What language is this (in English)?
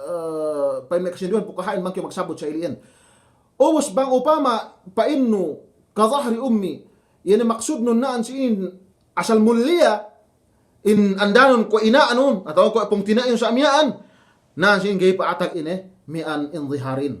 Yakan